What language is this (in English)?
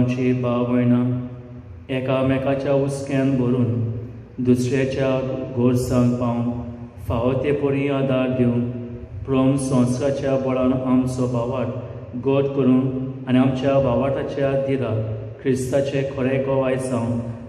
Konkani